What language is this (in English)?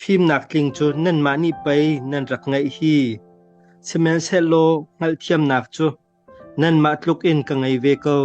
Hakha Chin